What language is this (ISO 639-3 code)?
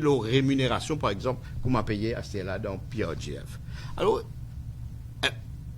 mfe